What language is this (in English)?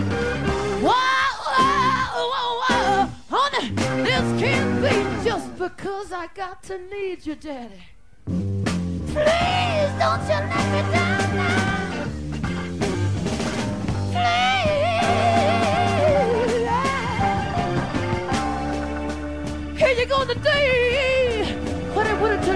English